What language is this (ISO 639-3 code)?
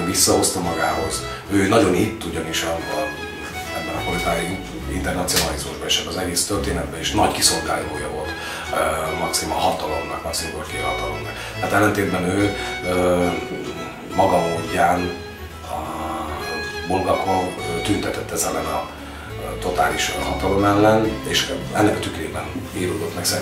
hun